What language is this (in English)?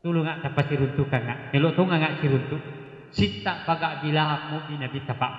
Buginese